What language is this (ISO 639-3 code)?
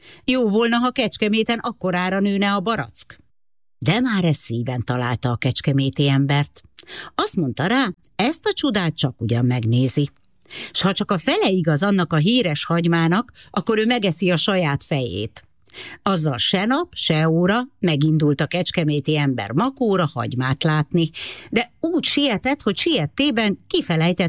hun